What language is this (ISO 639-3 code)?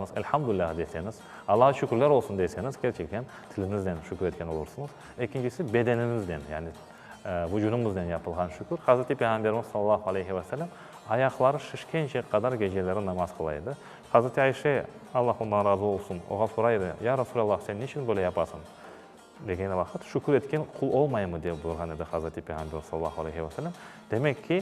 crh